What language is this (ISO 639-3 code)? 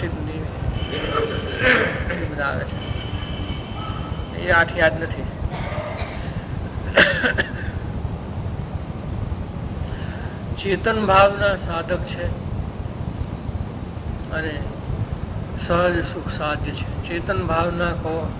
guj